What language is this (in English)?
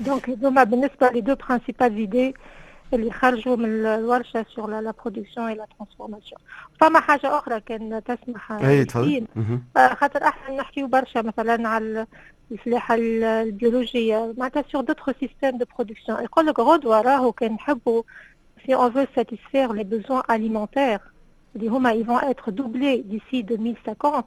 Tunisian Arabic